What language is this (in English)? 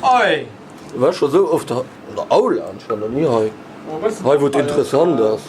Luxembourgish